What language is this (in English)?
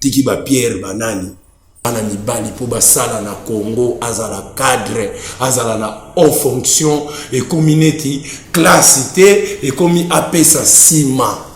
Lingala